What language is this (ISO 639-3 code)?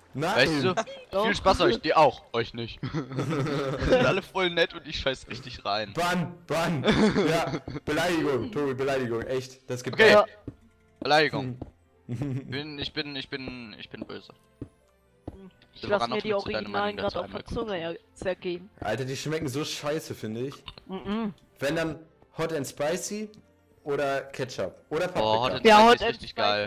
deu